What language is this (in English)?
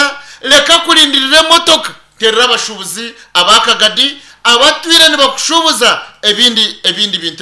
Nyankole